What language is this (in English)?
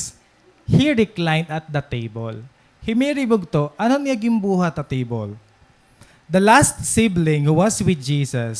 Waray